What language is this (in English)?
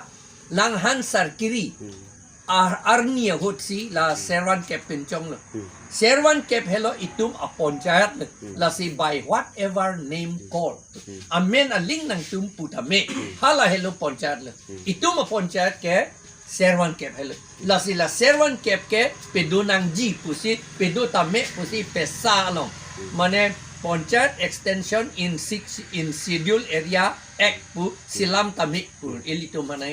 Karbi